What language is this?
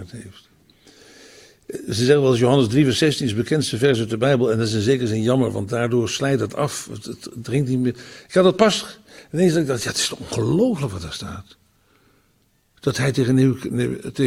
Dutch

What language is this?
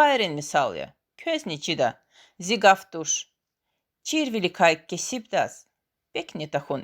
Lezghian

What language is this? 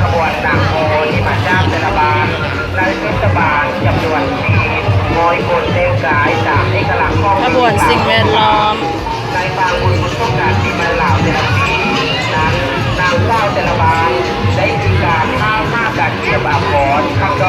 Lao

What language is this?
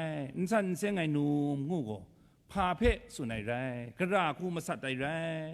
Kachin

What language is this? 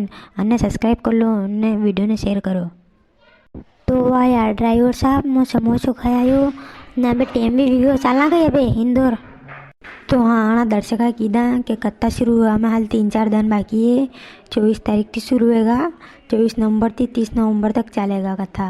Rajasthani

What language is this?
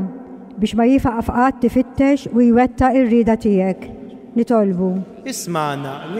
Maltese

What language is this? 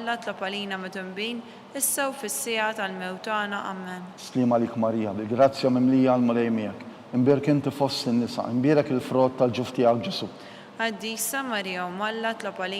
Maltese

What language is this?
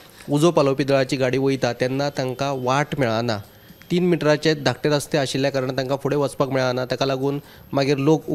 Konkani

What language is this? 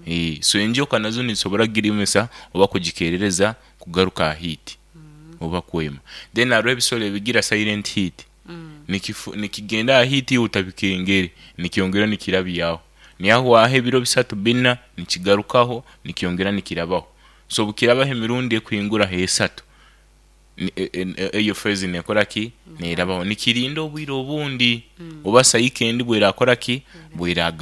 Nyoro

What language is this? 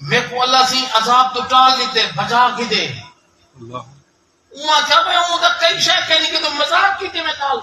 Saraiki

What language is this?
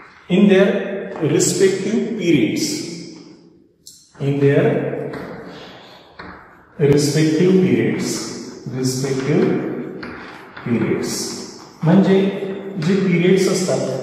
Marathi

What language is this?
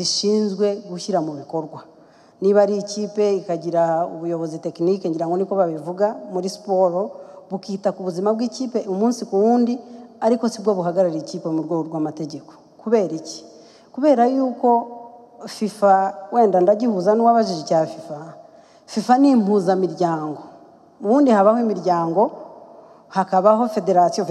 Kinyarwanda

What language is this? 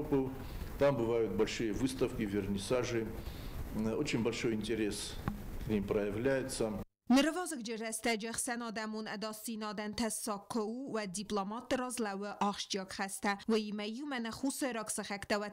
Ossetic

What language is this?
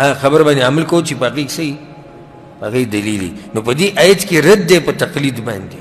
Pashto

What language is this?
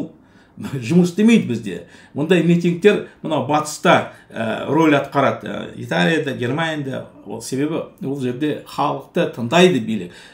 Kazakh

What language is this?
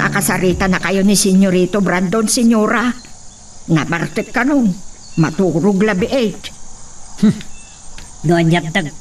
Iloko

